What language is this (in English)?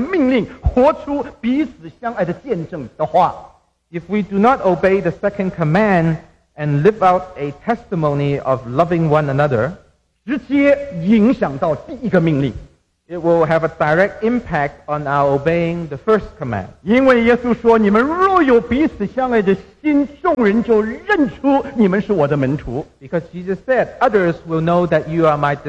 Chinese